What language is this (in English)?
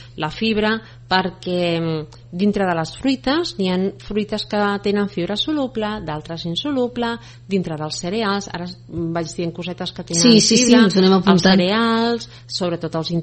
Catalan